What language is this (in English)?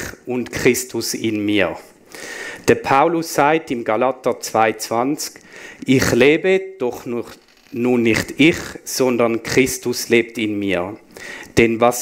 Swiss German